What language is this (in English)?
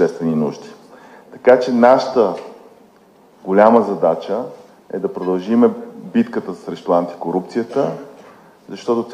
Bulgarian